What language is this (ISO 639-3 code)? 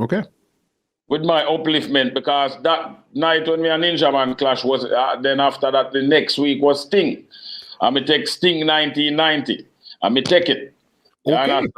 jam